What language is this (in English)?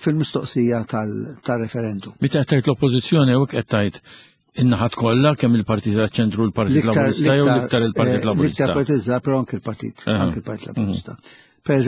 Maltese